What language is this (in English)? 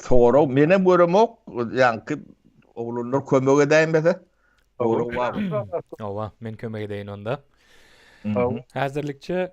Turkmen